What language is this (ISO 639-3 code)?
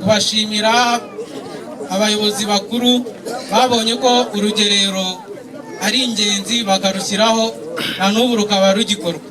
kin